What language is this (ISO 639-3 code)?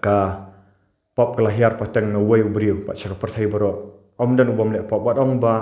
kha